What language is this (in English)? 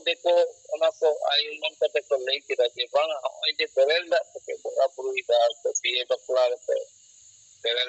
Santali